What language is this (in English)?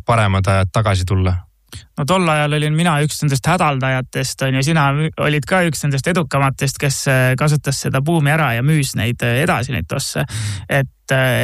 Estonian